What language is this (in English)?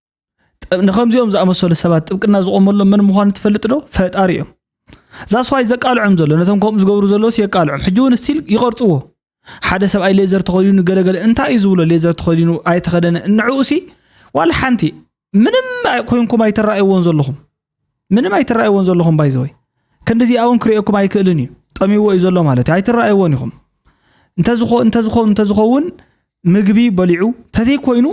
Tigrinya